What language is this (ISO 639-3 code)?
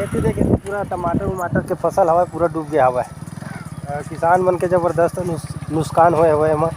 hne